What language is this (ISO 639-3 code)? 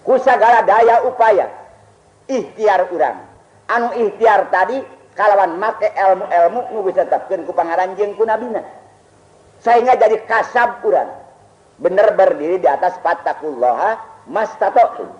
sun